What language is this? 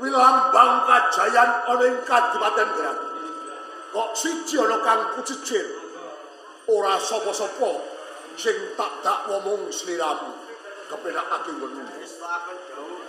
Javanese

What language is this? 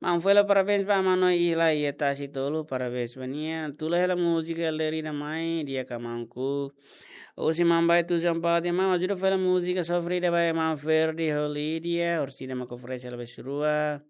Tetum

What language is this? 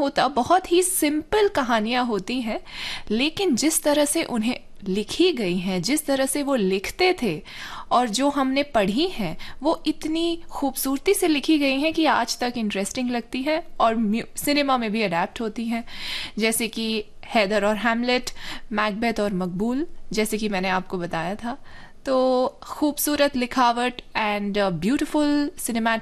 Hindi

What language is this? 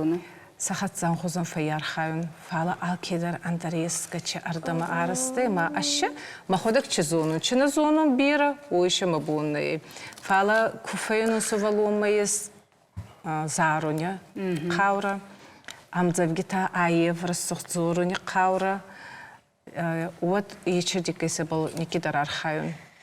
Ossetic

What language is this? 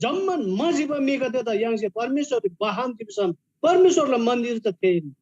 Eastern Tamang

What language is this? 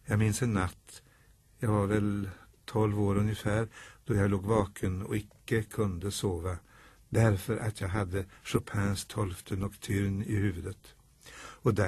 Swedish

